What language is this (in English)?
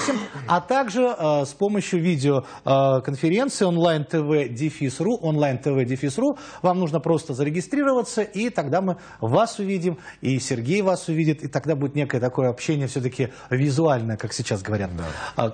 Russian